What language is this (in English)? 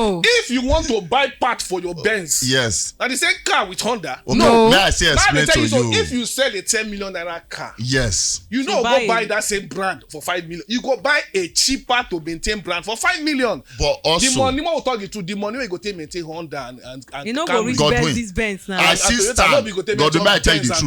Nigerian Pidgin